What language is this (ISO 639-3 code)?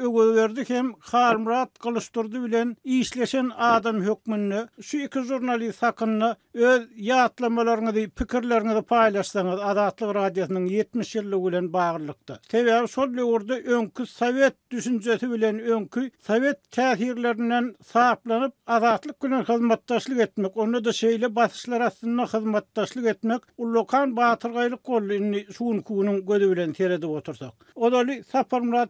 tuk